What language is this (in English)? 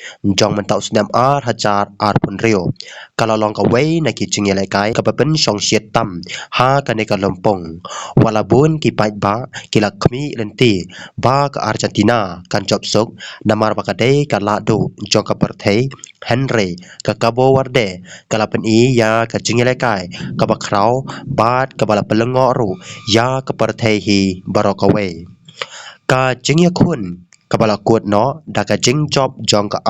Khasi